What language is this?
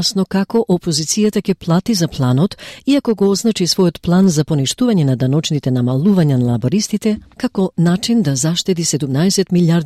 Macedonian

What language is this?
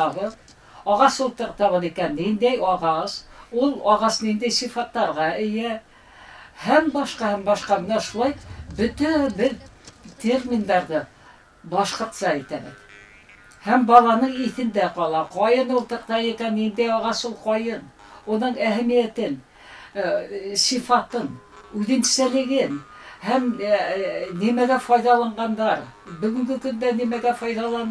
Bashkir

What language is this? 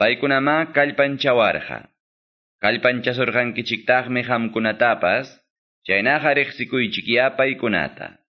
Quechua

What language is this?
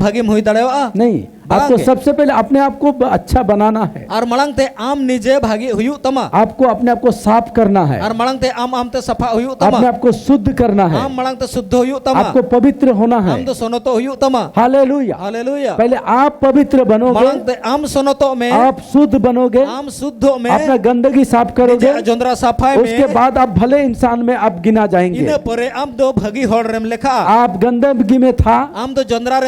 Santali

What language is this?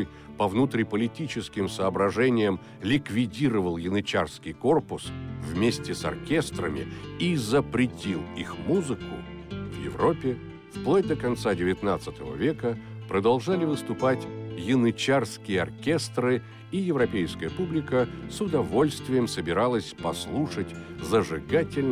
Russian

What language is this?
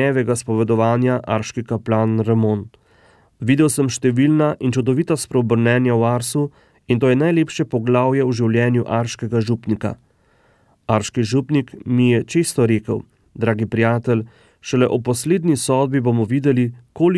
Slovenian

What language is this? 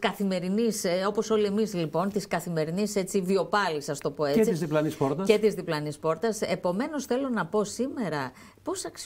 Greek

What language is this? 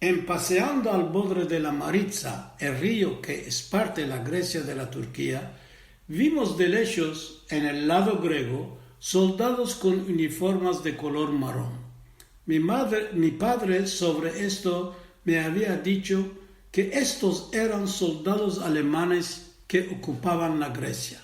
Ladino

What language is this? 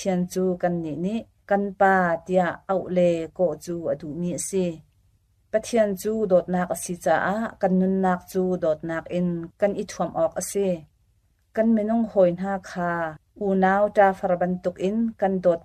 Hakha Chin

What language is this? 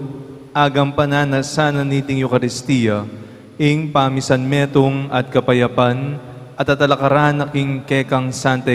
Pampanga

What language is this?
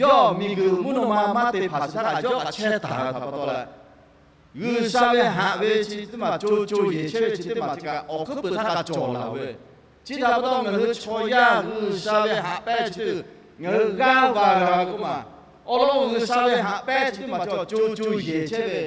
Lahu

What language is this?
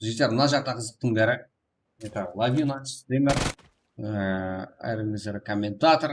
Kara-Kalpak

